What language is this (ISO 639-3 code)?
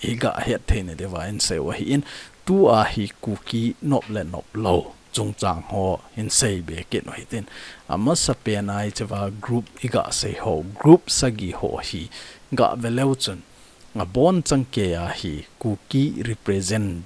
tcz